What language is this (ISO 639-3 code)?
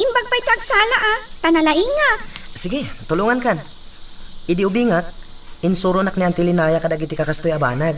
ilo